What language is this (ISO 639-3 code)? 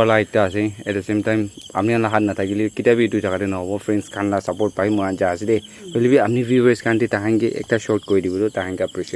nag